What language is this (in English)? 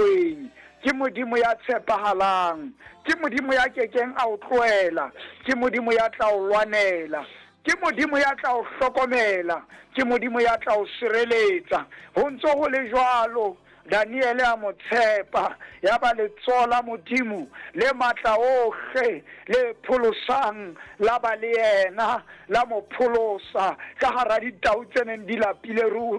Southern Sotho